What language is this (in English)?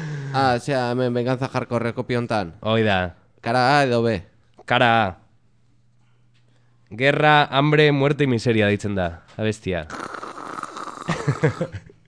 Basque